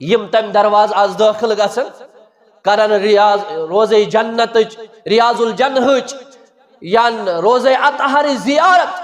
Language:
Kashmiri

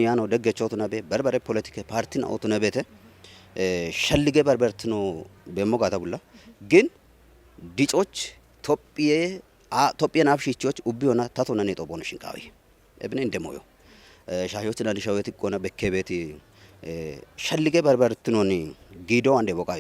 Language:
Kafa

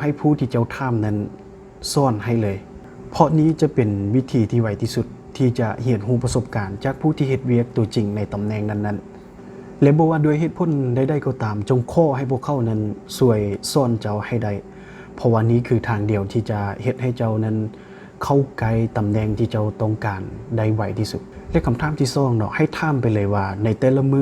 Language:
Lao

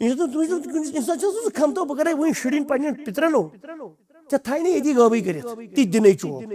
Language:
Kashmiri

